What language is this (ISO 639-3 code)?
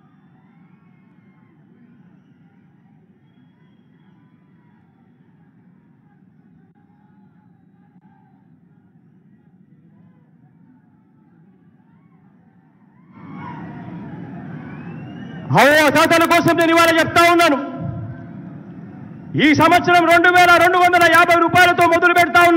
tel